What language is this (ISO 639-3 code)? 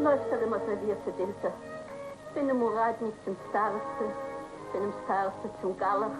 yid